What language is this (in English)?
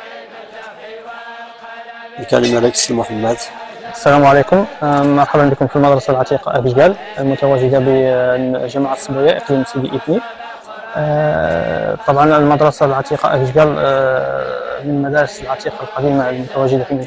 Arabic